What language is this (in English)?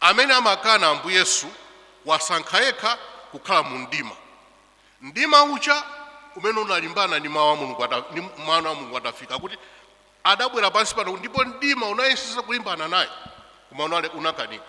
Nyanja